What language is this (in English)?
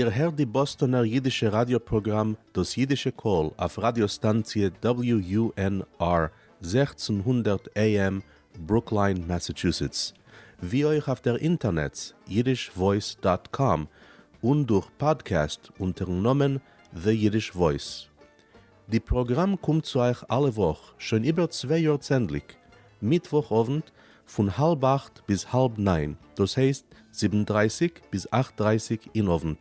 Yiddish